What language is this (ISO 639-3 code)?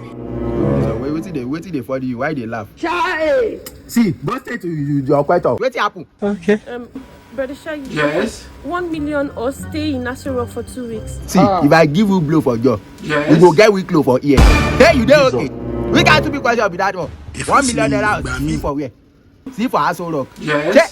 pcm